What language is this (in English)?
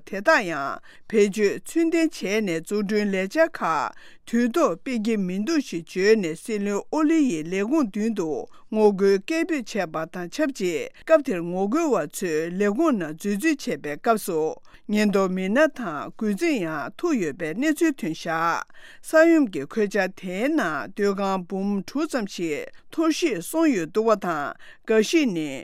Tibetan